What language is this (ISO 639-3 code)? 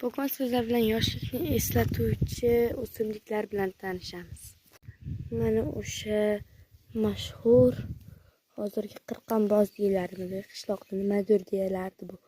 uzb